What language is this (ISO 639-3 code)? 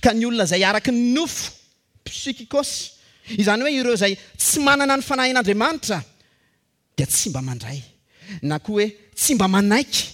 mlg